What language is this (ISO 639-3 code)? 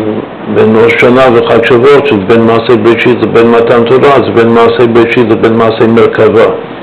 heb